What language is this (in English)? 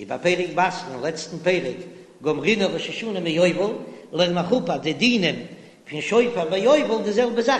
Yiddish